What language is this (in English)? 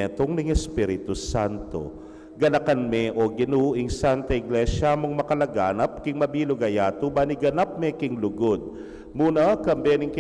Pampanga